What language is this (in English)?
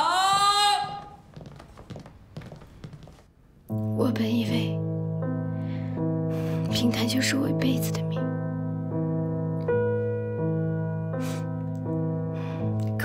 Chinese